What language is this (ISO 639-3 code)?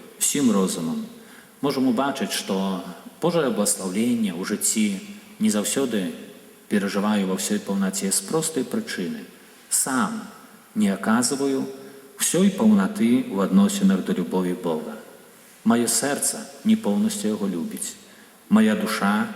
bel